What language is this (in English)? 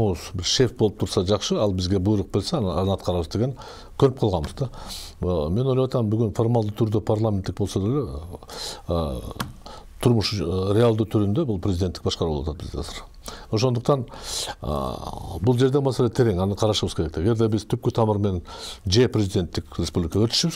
Kyrgyz